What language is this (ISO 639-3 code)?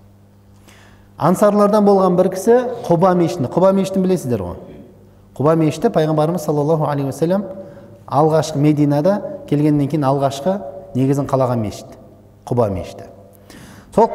kaz